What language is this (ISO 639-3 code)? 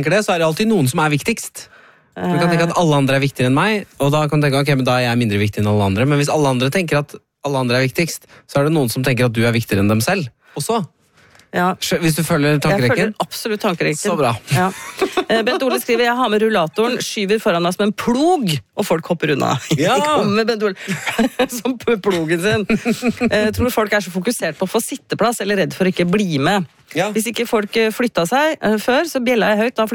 nor